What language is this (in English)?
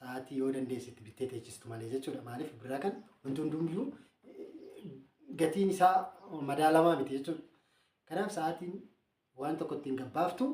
Oromo